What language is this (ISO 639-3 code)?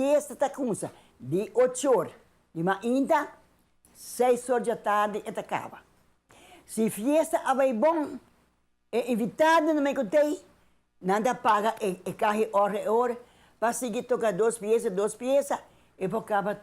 pap